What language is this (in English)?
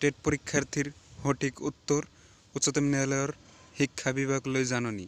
Assamese